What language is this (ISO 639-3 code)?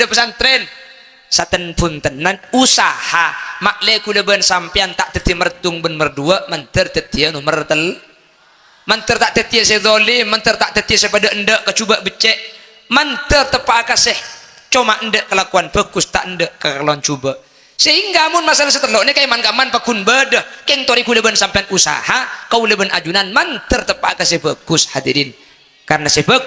mad